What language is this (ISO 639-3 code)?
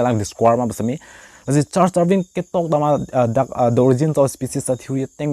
mjw